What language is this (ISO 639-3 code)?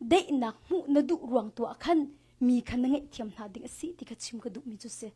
cnh